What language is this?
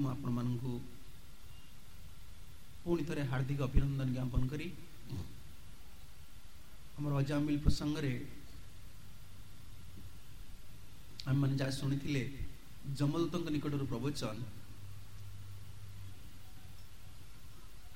Odia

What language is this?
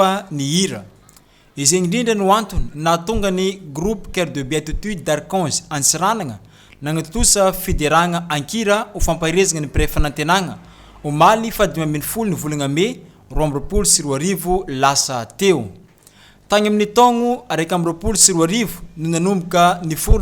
Malagasy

